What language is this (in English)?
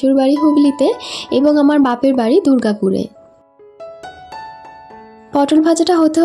Bangla